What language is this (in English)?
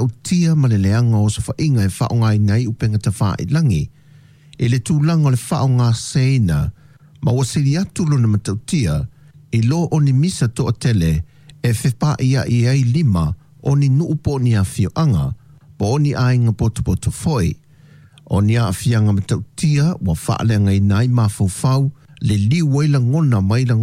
Samoan